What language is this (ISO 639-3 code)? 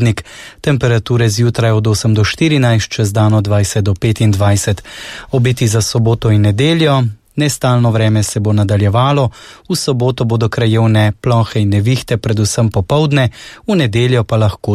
slv